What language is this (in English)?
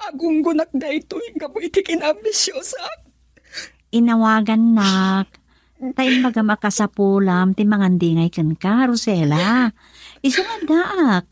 Iloko